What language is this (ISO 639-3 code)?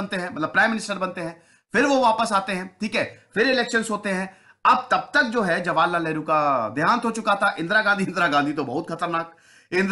hin